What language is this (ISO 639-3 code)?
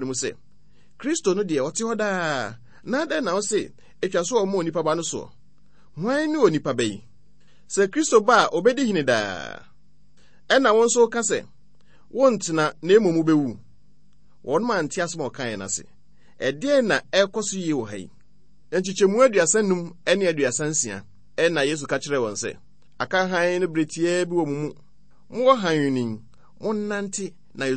aka